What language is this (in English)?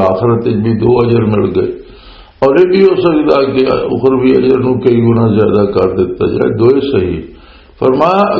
Western Panjabi